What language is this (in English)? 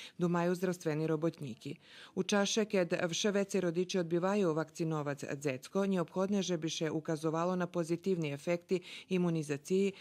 Rusyn